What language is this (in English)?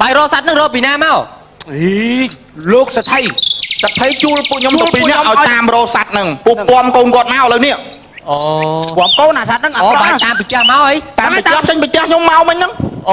Khmer